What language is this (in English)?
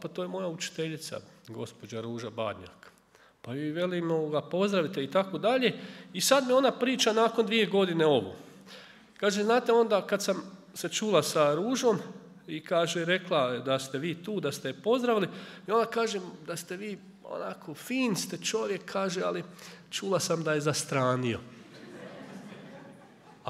Croatian